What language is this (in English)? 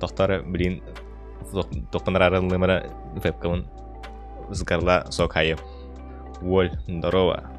Yakut